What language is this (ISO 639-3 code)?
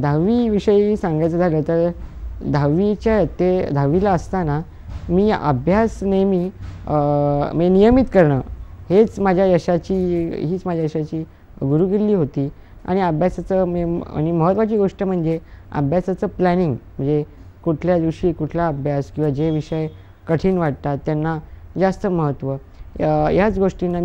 mar